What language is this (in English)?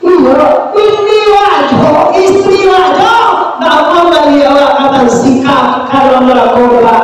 Minangkabau